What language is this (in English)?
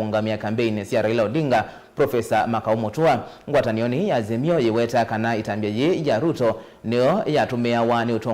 Kamba